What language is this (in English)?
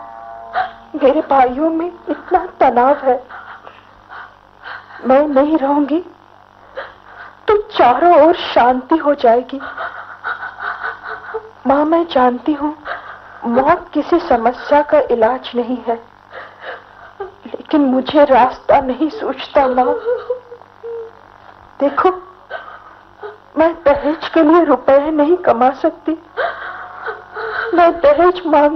Hindi